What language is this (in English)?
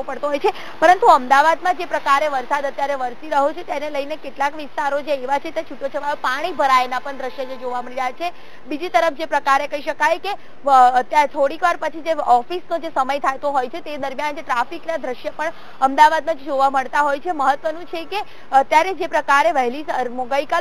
Gujarati